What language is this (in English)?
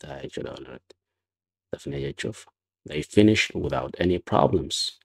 Oromo